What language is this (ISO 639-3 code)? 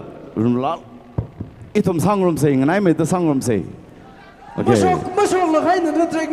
nmf